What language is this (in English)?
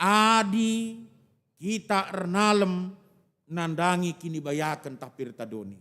Batak Karo